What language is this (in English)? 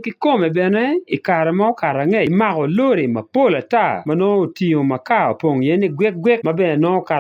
Acoli